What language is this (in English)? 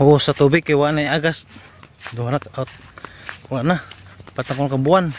Cebuano